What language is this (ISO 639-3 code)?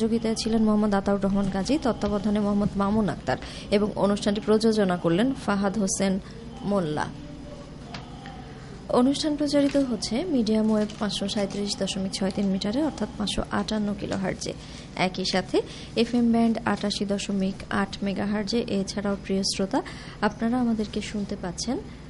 ben